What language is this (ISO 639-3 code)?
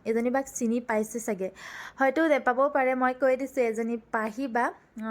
asm